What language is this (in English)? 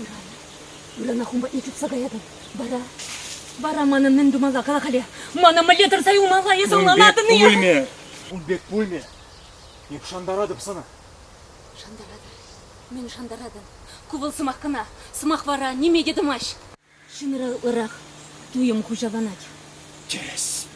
Chuvash